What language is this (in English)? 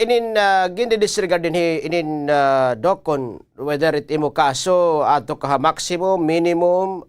Waray